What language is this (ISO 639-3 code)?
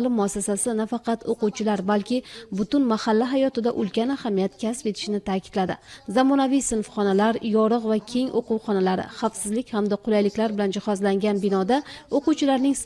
uzb